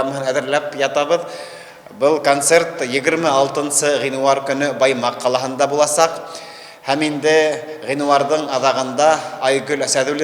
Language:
Bashkir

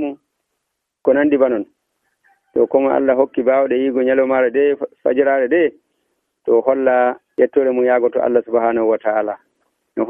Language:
Nigerian Fulfulde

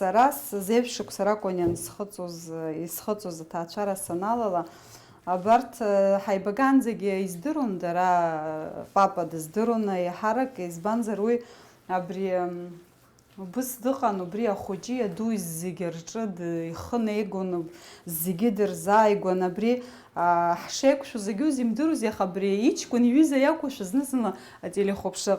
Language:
Abkhazian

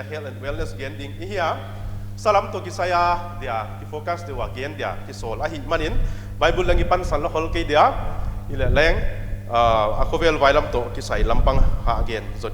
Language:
Paite Chin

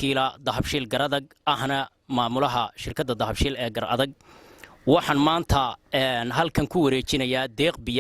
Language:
Somali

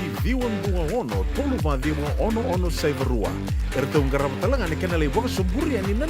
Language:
Fijian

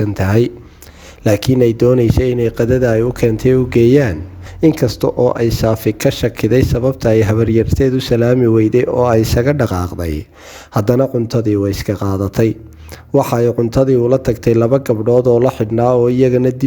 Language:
Somali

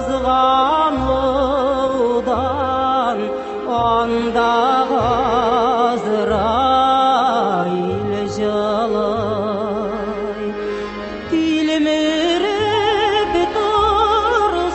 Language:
Tatar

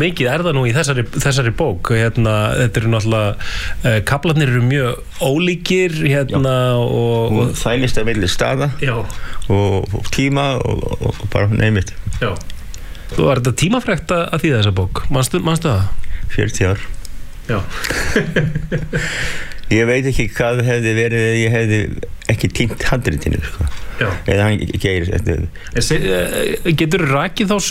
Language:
Icelandic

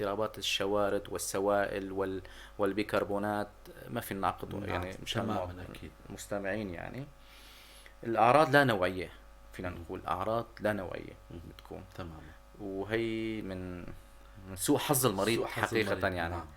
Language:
North Levantine Arabic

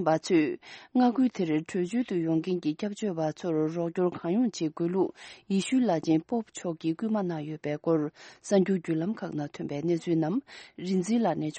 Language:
Tibetan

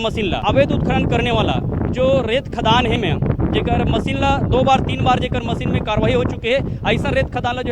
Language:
Chhattisgarhi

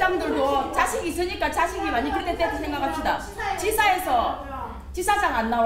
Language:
Korean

